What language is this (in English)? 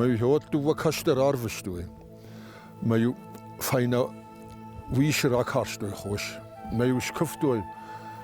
Ossetic